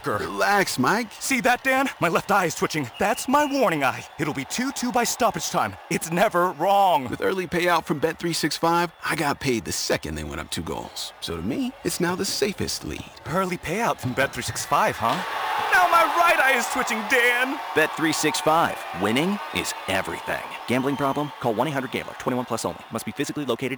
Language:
English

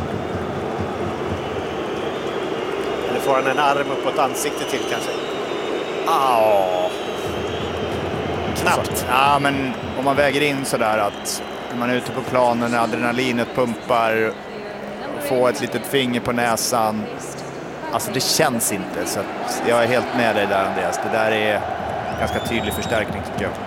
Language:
Swedish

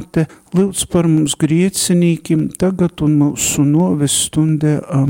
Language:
Latgalian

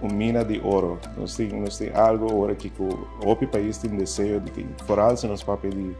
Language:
Papiamento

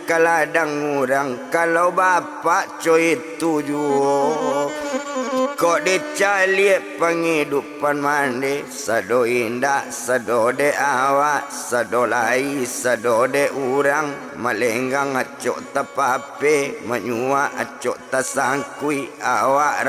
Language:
Minangkabau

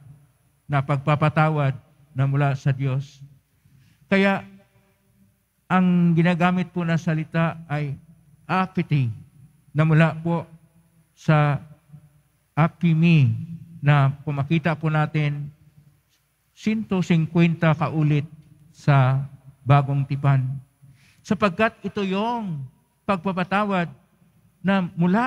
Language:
Filipino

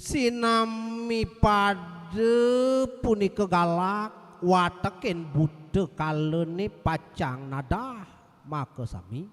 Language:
Balinese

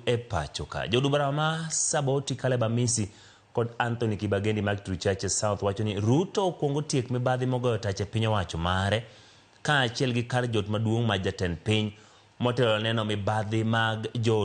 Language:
Luo (Kenya and Tanzania)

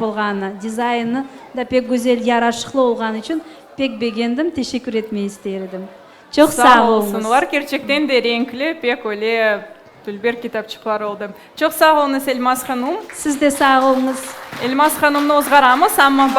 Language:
Crimean Tatar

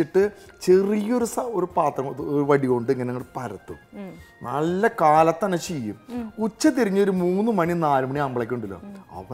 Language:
Malayalam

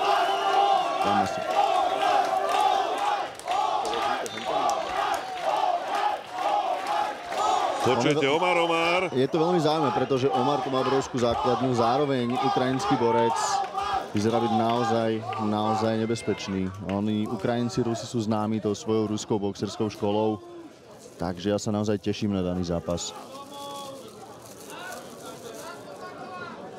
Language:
Slovak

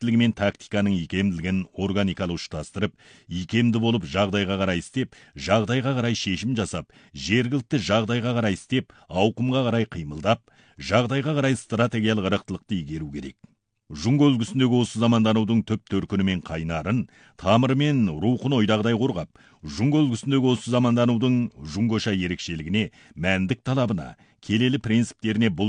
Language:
Kazakh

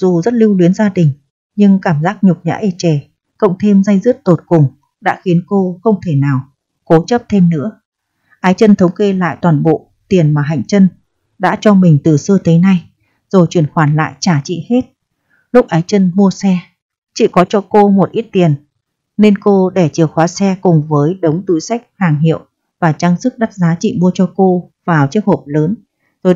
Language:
Vietnamese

